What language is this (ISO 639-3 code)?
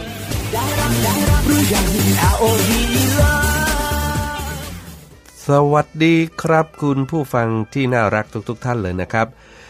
tha